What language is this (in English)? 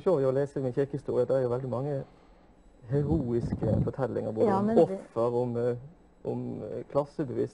Norwegian